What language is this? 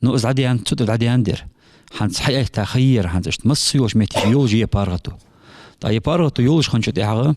Ingush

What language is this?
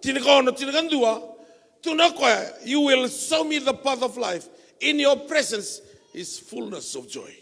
Fijian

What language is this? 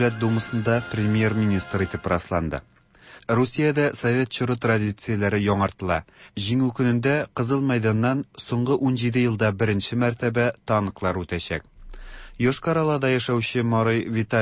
Tatar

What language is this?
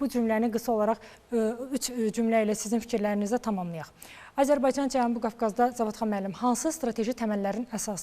Azerbaijani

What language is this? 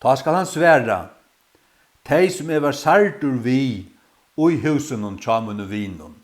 Faroese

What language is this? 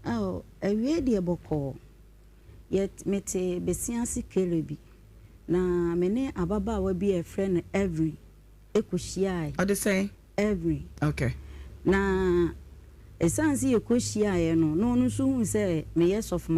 Akan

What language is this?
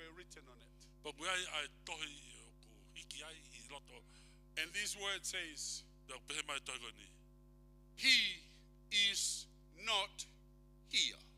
Tongan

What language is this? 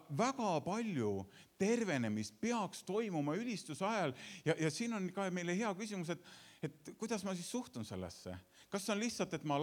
Estonian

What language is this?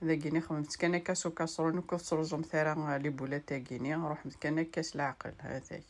Kabyle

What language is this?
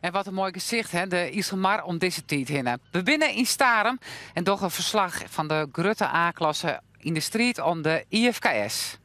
Western Frisian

